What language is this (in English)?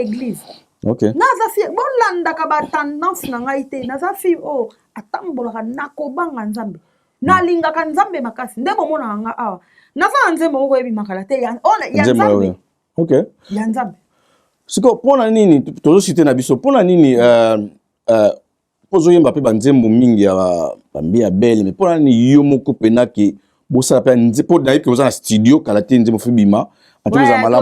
Lingala